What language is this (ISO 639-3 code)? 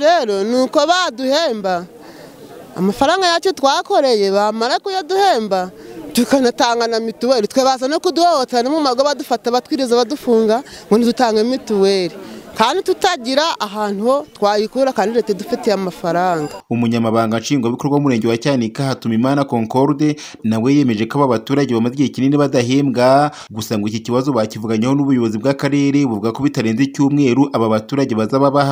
kin